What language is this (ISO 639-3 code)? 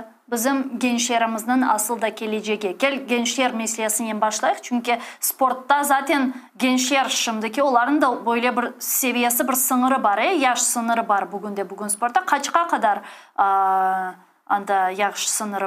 crh